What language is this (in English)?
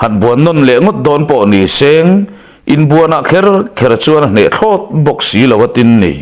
Mizo